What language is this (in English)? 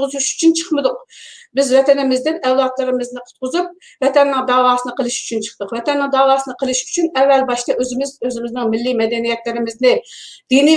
Uyghur